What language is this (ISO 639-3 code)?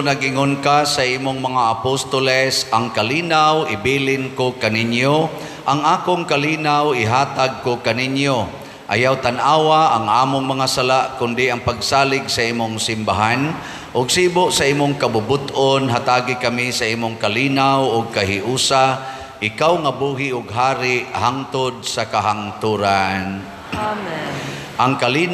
ceb